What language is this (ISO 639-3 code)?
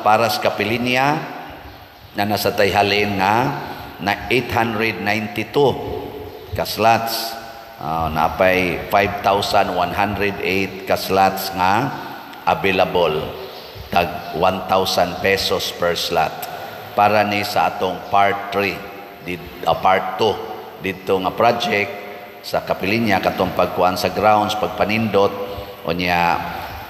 ceb